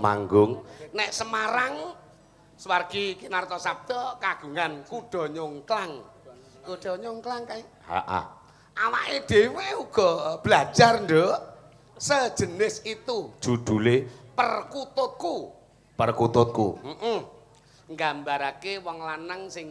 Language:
Javanese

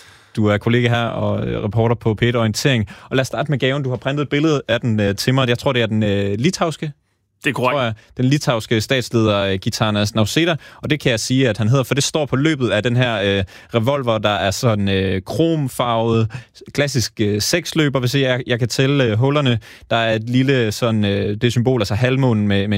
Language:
Danish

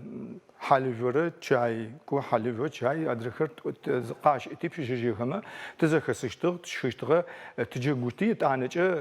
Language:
Adyghe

